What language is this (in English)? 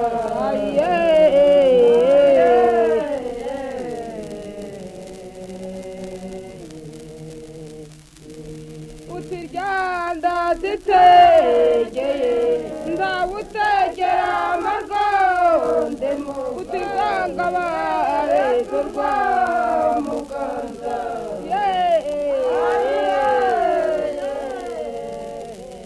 Kinyarwanda